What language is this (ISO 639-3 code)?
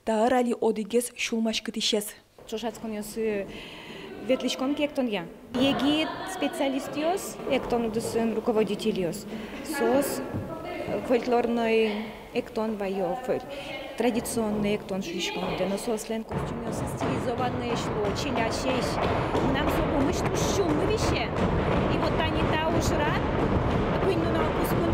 udm